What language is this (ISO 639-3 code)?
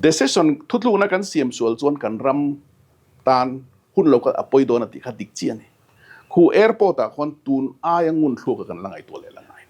lus